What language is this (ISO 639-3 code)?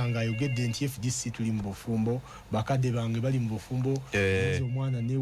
lug